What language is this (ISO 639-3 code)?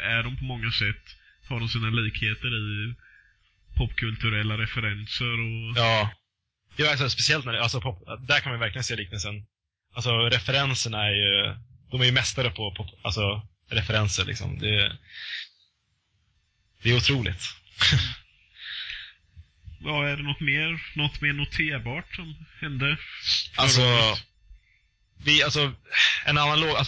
swe